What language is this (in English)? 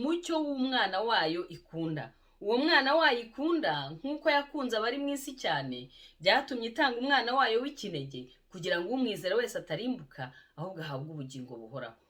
Kinyarwanda